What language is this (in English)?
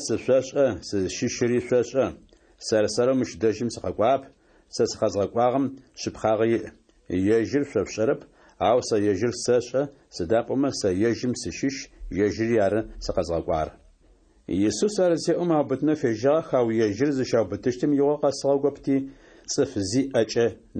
Adyghe